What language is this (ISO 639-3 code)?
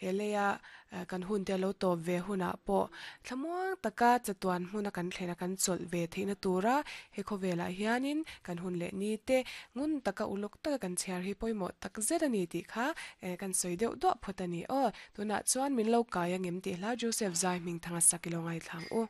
lus